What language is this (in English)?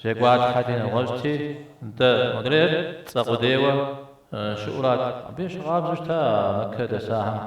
Kabardian